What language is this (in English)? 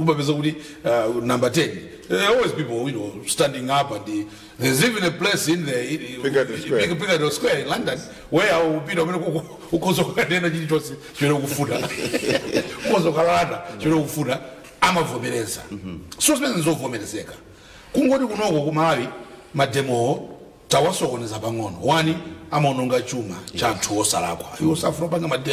Nyanja